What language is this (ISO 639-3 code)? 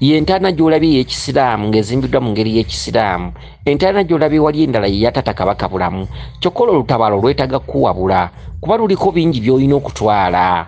lug